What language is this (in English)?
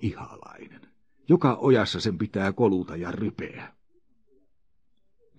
Finnish